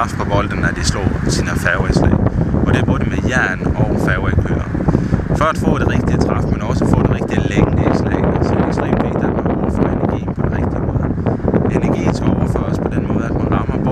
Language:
Danish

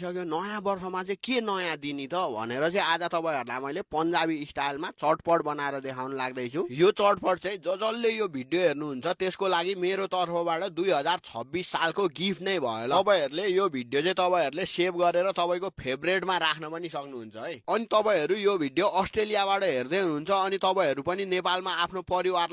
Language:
Nepali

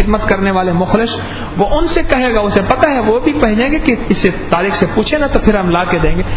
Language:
Urdu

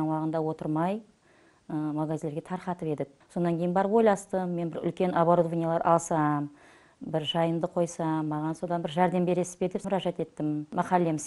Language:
Kara-Kalpak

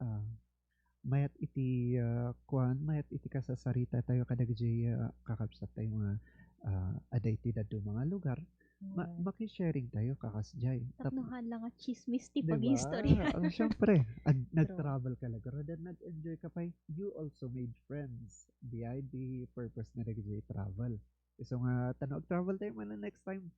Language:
Iloko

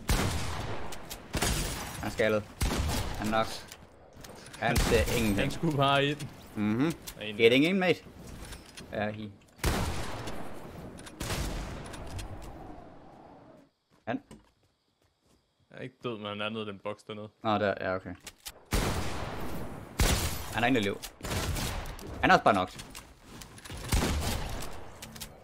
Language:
Danish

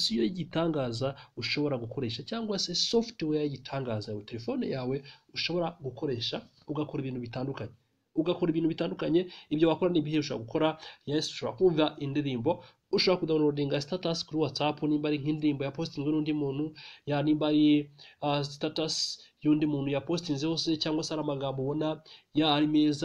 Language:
Kinyarwanda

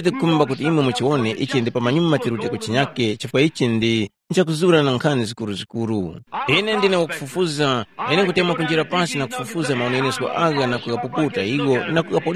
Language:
Tumbuka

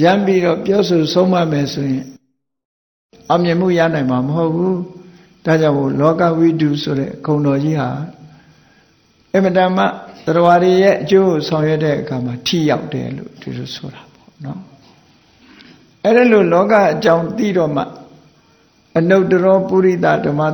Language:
Burmese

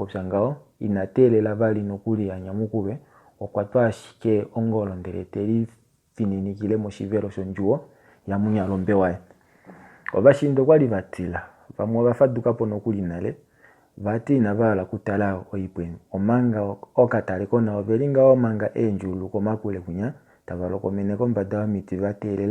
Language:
Kuanyama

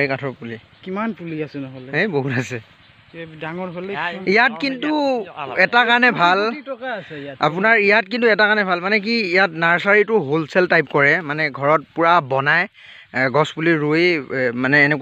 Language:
Assamese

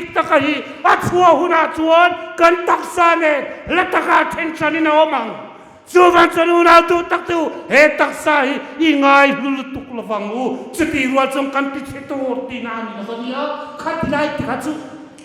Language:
Hmar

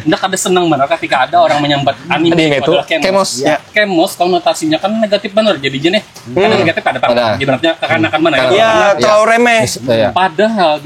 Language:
Banjar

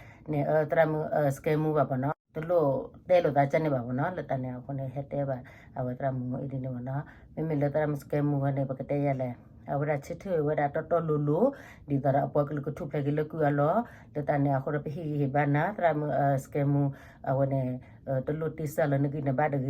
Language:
S'gaw Karen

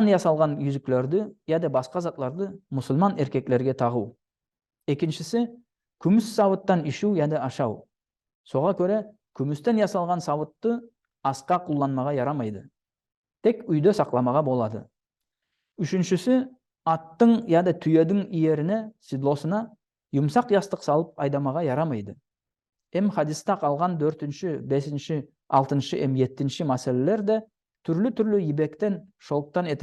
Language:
Nogai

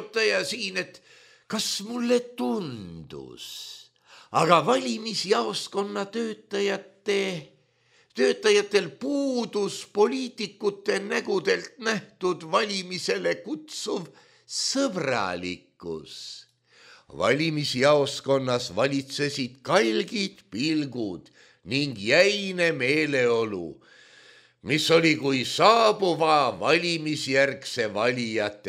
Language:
Estonian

